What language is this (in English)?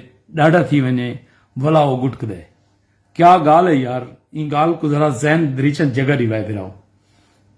Saraiki